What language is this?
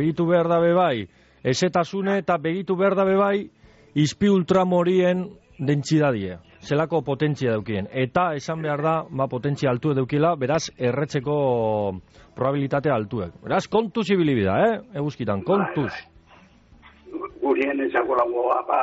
Basque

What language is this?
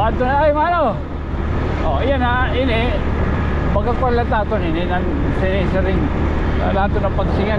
Waray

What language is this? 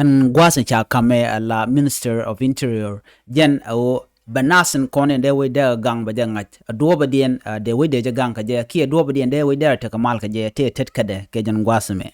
Nuer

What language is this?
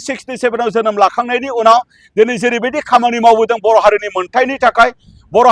Bodo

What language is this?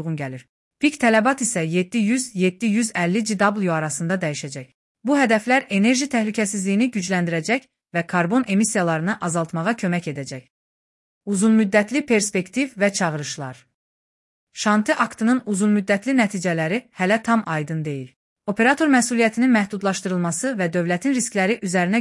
Azerbaijani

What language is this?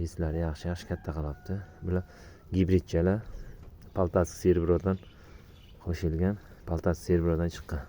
Uzbek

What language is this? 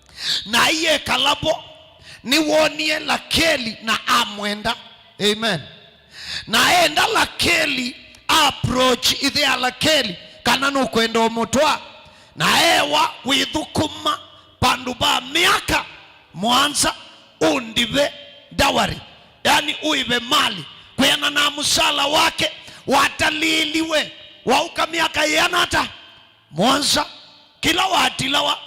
Kamba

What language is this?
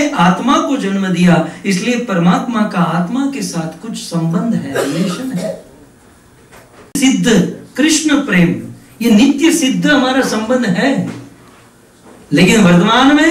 Hindi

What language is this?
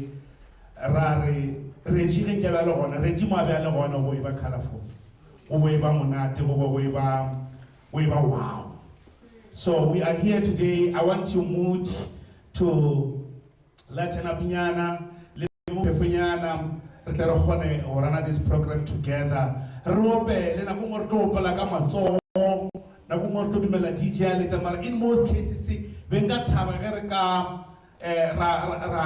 Northern Sotho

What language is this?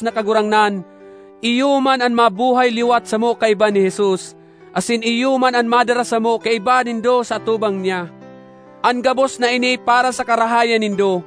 Bikol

